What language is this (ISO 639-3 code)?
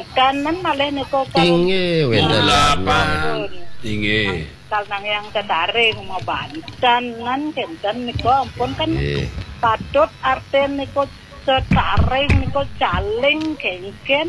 ban